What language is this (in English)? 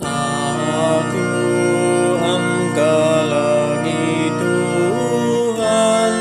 Batak Karo